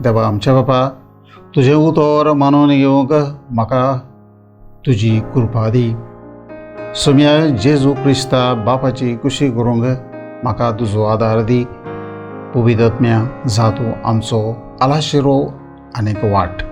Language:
Konkani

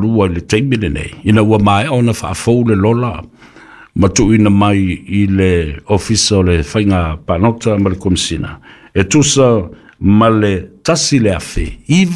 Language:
Samoan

